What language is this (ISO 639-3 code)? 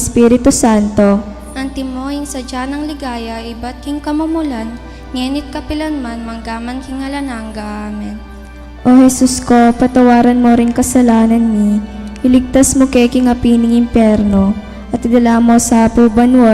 pam